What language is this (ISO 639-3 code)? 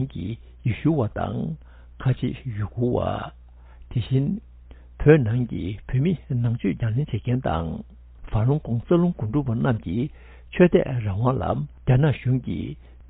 bod